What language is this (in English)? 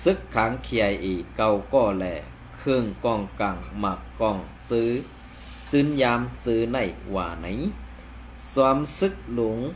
Shan